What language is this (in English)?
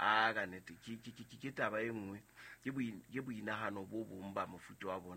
Southern Sotho